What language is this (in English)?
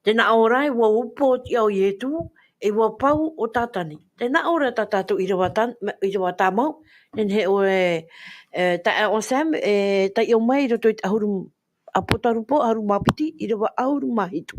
Tahitian